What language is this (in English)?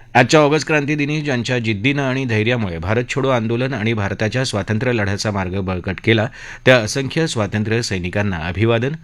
Marathi